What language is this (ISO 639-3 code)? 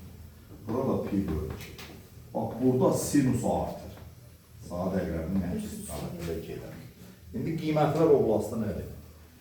aze